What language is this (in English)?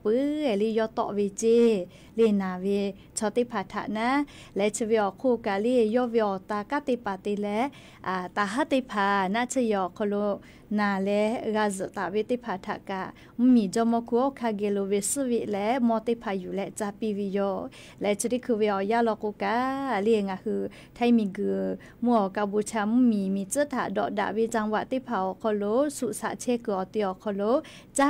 Lahu